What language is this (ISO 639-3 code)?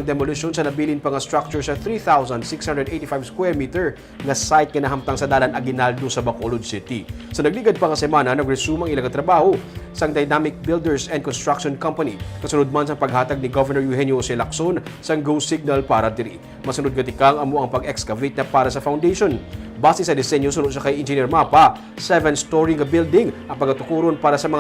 hil